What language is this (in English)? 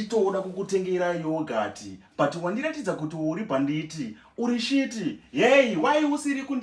Shona